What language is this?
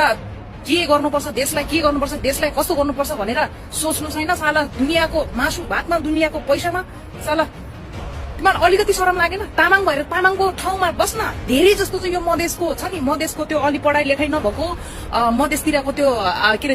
Nepali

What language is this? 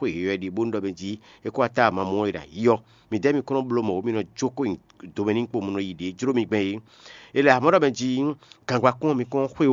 Fon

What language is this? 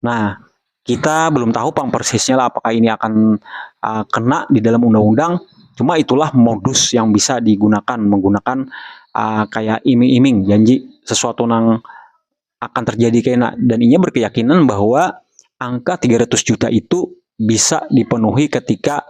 Banjar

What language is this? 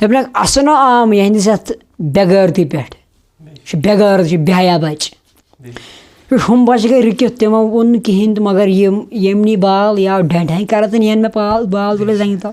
Kashmiri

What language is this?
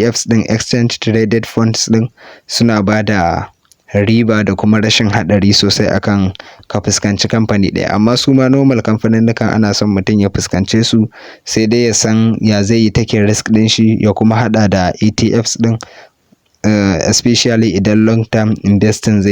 Hausa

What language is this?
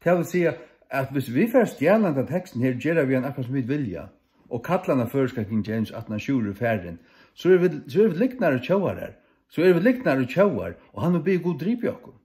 Faroese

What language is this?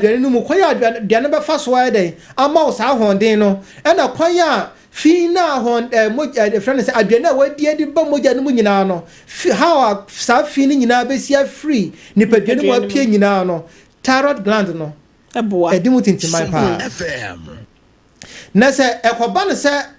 Akan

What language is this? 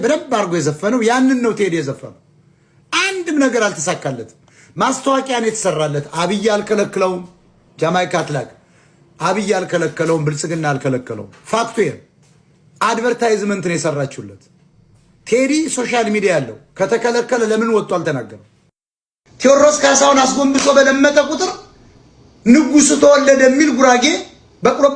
Amharic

